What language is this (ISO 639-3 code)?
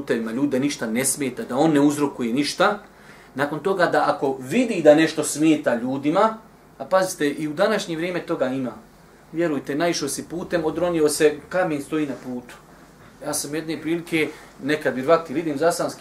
bos